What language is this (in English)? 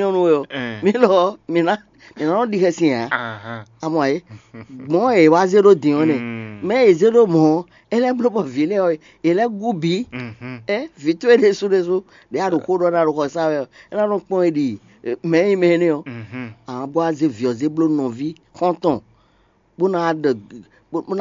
Fon